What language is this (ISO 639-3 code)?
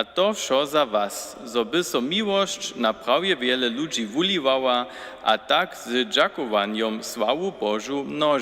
hsb